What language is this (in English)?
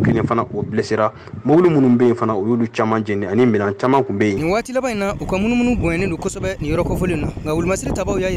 Bambara